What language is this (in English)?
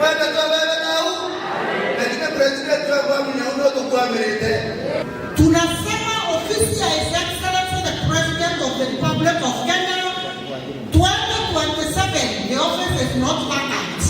Meru